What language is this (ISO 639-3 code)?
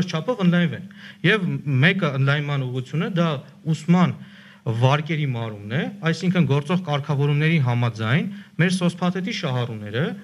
hye